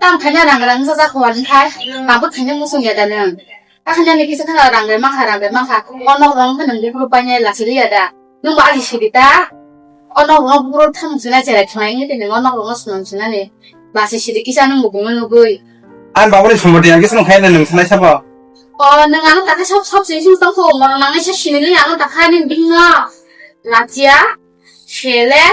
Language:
Kok Borok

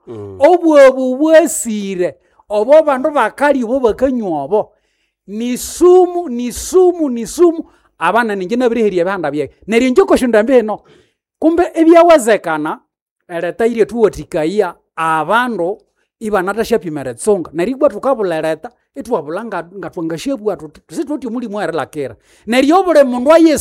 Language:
Nande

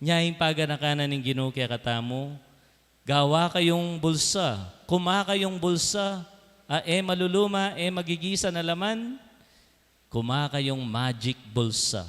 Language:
Pampanga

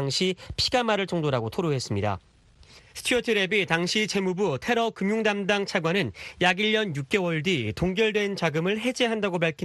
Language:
Korean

